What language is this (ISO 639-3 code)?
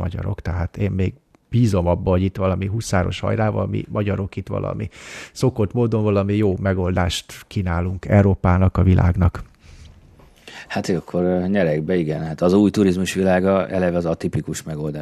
hun